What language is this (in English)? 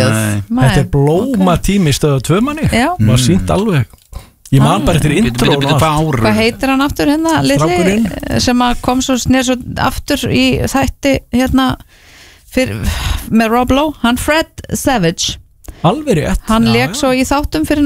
Icelandic